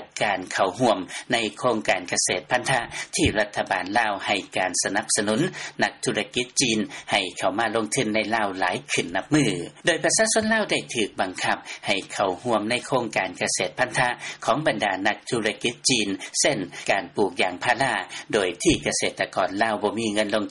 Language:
Lao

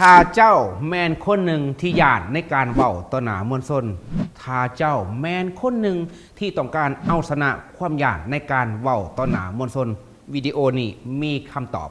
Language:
Lao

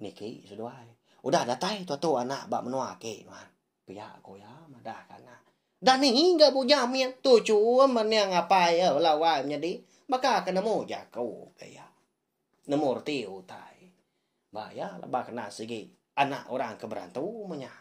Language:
Iban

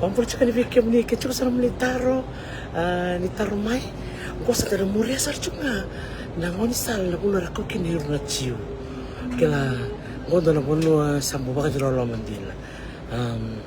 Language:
Fijian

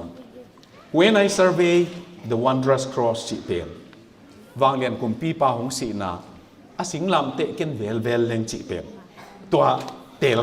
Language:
Tedim Chin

